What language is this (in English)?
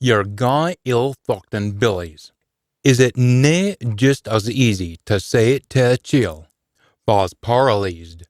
Scots